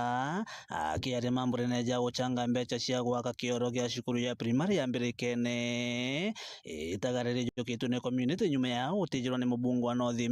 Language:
Meru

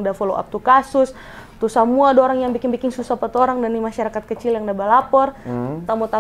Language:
Manado Malay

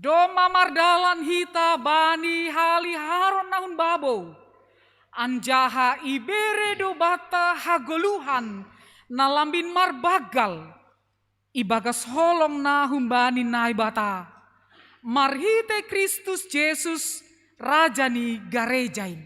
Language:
Batak Simalungun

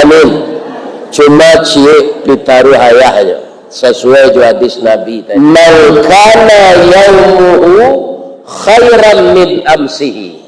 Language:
Minangkabau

